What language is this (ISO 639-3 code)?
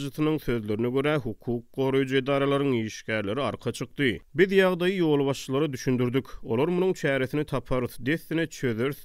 tuk